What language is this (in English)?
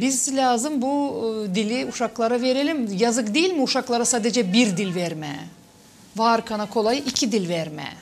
Gagauz